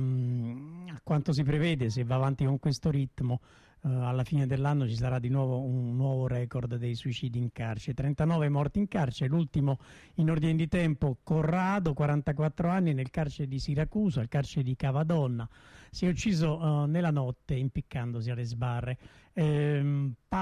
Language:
Italian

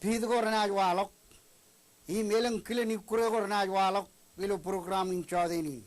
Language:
Marshallese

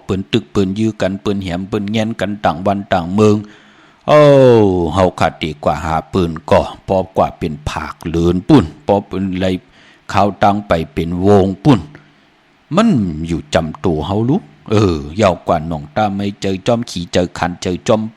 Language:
Shan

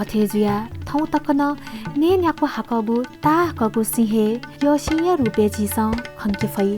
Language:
Newari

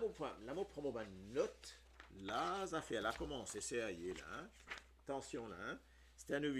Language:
Morisyen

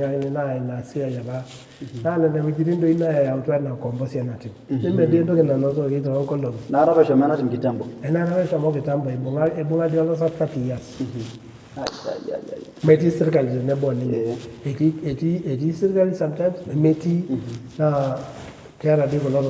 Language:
Masai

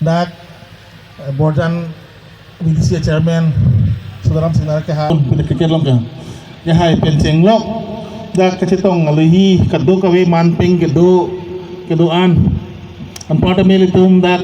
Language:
Karbi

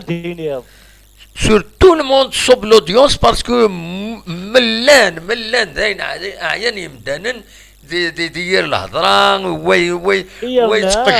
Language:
Kabyle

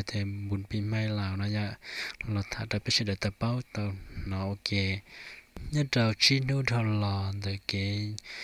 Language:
Hmong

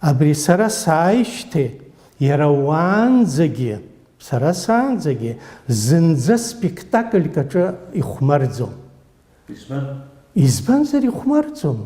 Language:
Abkhazian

